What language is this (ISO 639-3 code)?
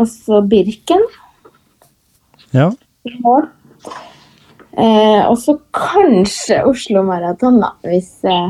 nor